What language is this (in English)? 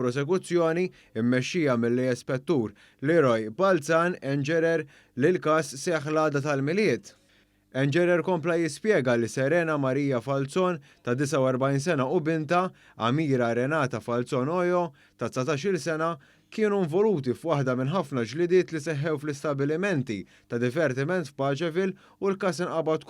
Maltese